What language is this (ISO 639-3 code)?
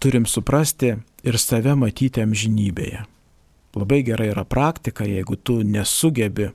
lit